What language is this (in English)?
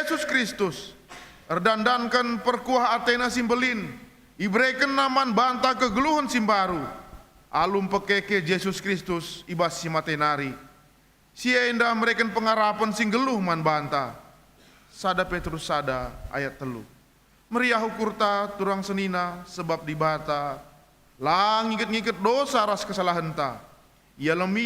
Batak Karo